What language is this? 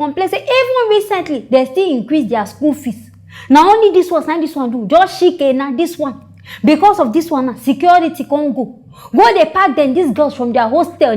Nigerian Pidgin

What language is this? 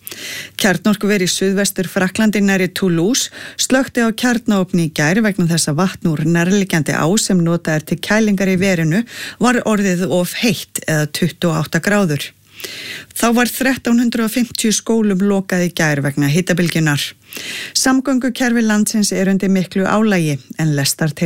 Icelandic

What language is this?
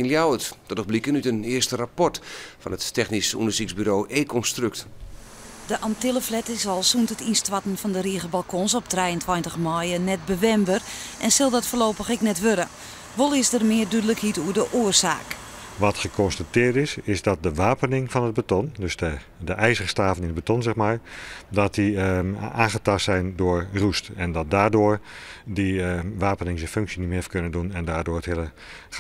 Western Frisian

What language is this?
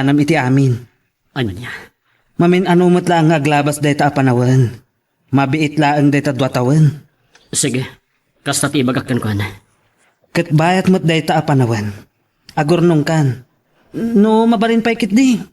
Iloko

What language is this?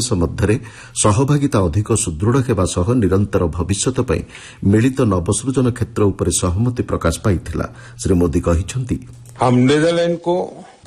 Odia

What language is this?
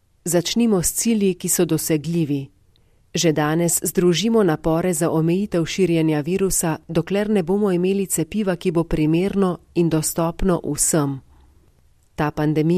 Slovenian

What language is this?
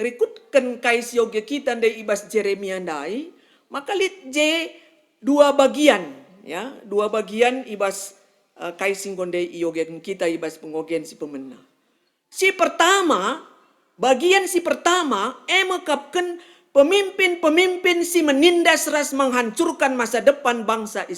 Batak Karo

